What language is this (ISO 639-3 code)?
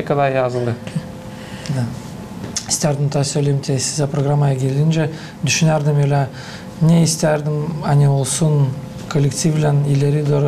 gag